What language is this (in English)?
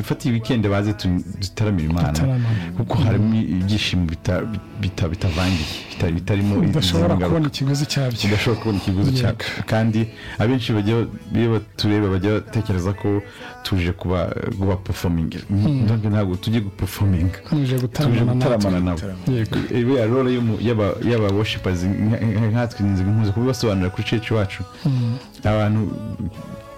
Kinyarwanda